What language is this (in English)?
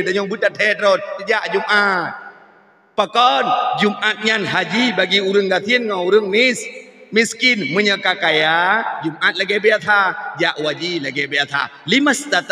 Achinese